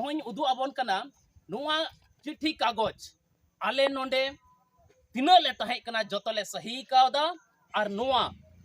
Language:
Santali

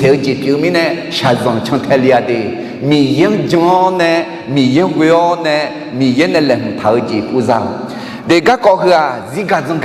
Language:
Akha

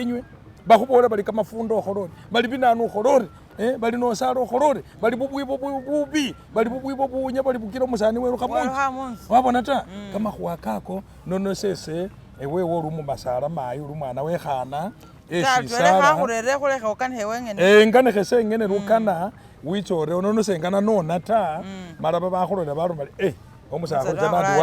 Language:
Masaaba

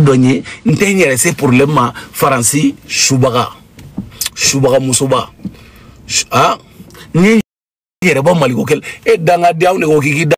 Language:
Bambara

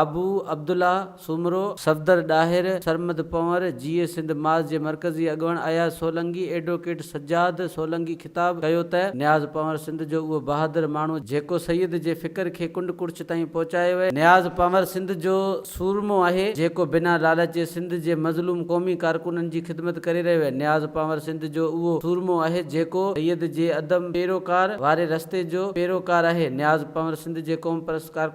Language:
Sindhi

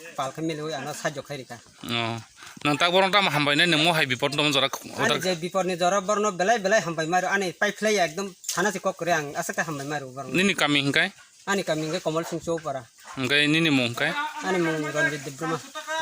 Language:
Kok Borok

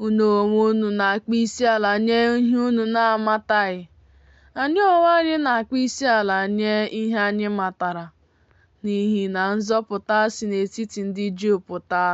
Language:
Igbo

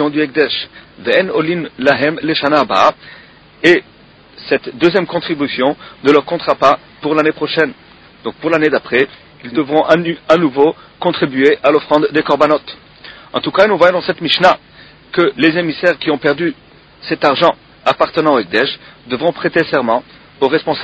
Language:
French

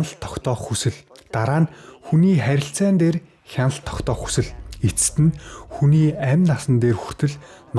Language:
Mongolian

